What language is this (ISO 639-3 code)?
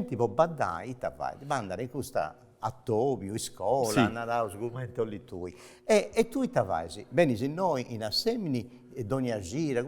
srd